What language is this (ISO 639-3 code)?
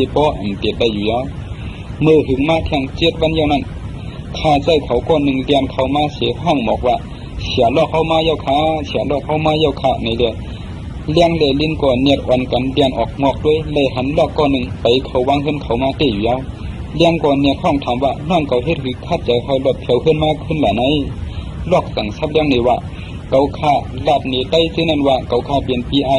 shn